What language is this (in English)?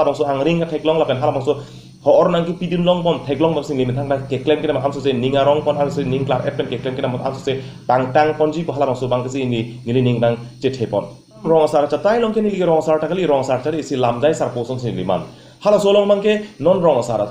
Karbi